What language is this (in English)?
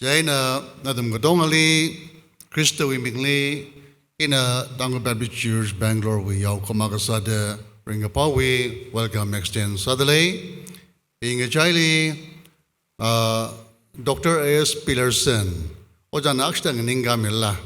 Tangkhul Naga (India)